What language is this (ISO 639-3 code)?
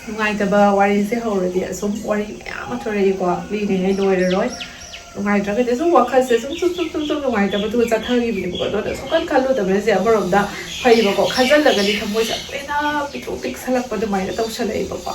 mni